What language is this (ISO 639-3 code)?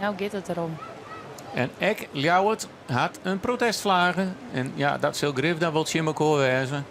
fry